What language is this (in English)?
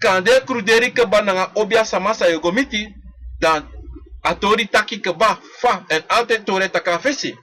Sranan Tongo